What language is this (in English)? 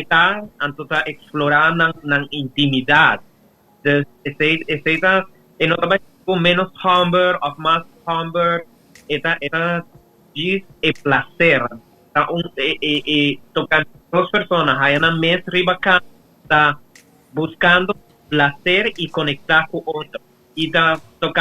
Papiamento